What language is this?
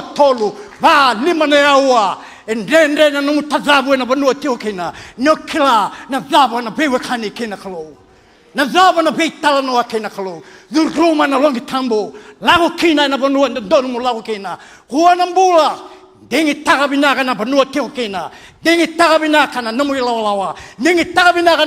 Fijian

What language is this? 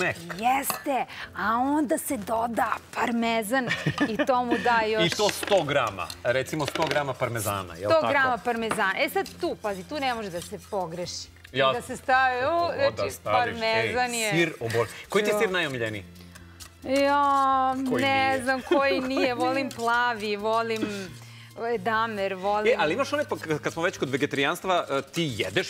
Serbian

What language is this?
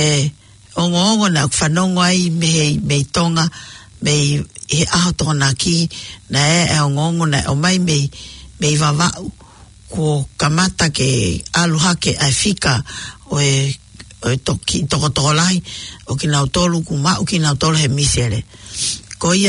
Tongan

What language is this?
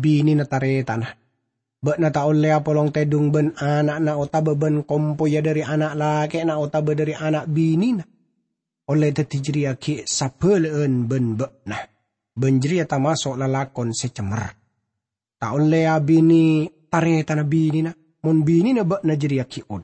Madurese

